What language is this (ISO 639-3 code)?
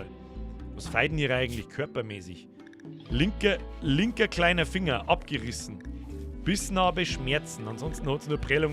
bar